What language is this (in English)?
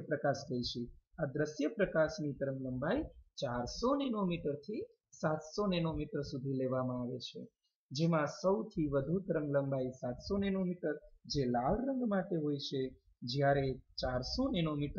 Gujarati